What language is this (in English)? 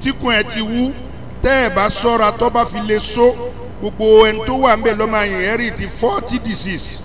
Yoruba